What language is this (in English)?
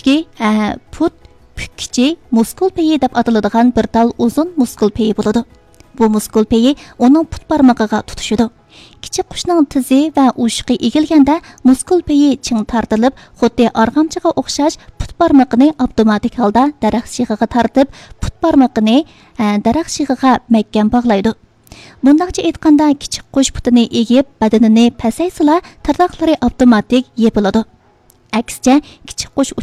Uyghur